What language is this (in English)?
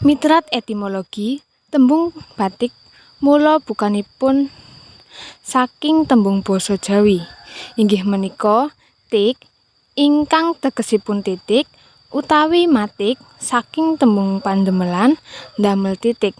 Javanese